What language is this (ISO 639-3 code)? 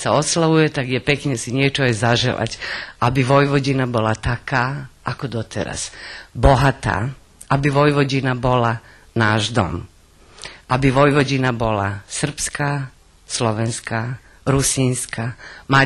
rue